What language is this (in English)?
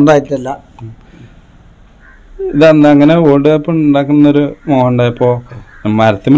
Malayalam